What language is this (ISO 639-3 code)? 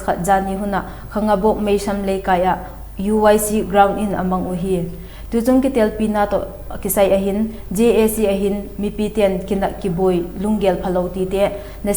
vap